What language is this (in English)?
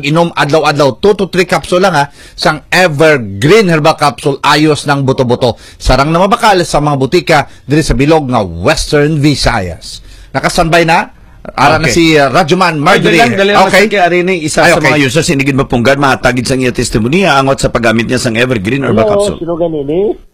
Hiligaynon